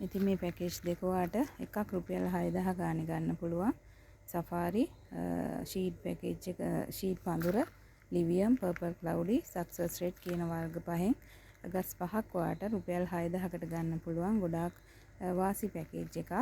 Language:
Sinhala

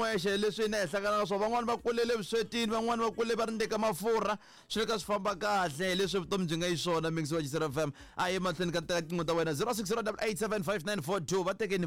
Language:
Tsonga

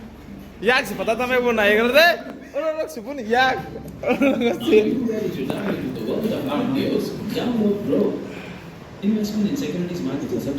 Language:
Kok Borok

